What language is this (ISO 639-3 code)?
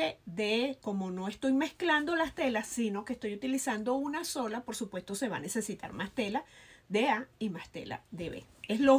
spa